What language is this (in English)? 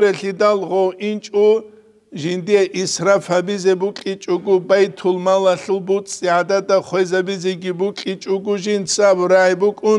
Avaric